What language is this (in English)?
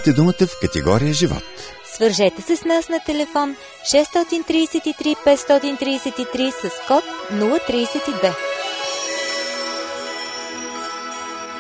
Bulgarian